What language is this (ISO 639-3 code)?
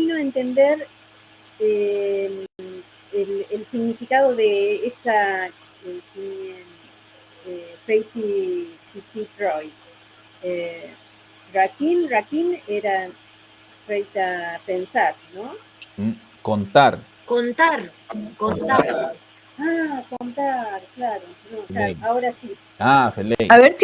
arn